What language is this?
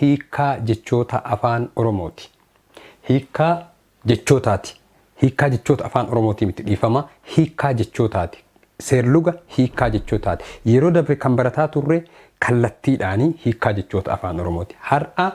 Oromo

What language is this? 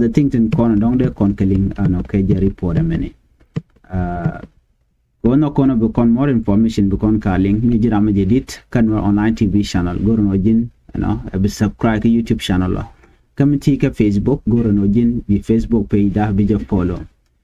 Nuer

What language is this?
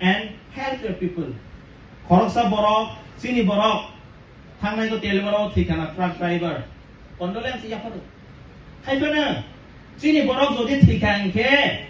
Kok Borok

